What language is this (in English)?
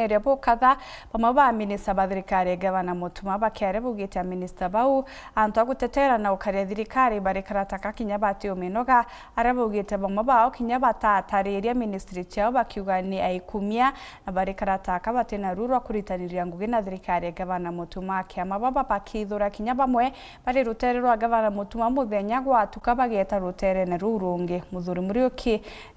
Meru